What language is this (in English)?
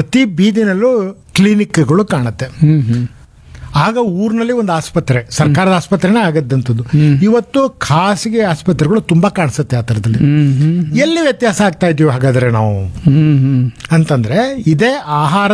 Kannada